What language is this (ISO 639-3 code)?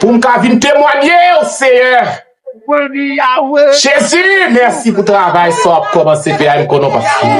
hat